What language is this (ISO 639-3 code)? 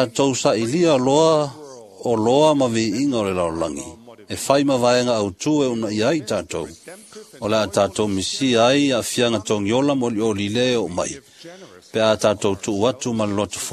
smo